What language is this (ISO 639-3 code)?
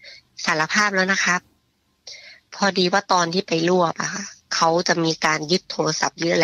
tha